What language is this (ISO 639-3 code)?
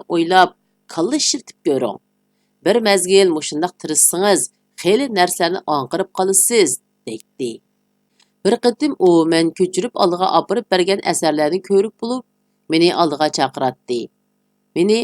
uig